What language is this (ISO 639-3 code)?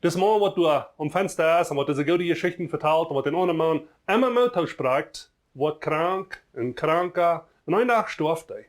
pdt